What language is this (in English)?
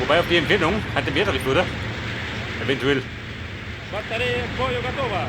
Bavarian